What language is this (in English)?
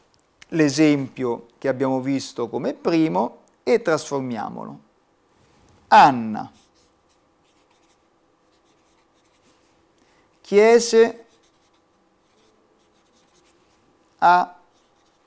Italian